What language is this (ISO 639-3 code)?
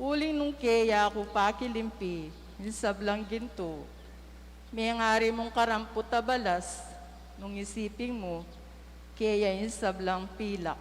pam